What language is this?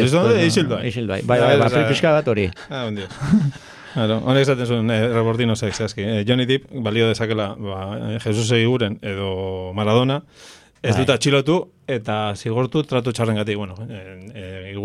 Basque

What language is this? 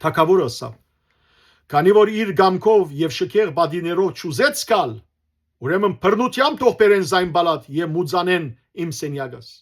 Western Armenian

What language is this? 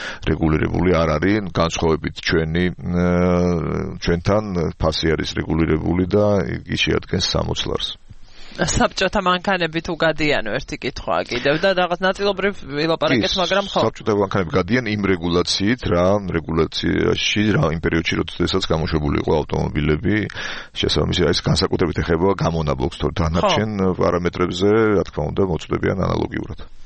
Georgian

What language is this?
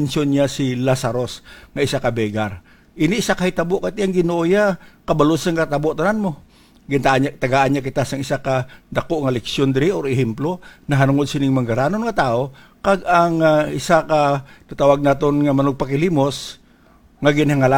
Hiligaynon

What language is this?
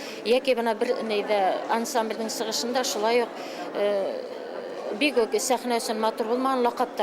Bashkir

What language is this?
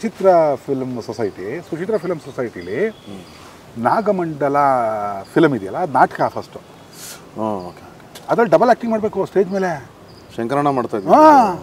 Kannada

